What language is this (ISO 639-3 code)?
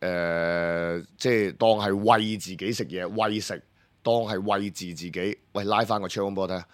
yue